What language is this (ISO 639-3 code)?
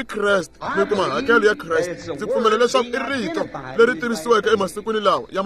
tso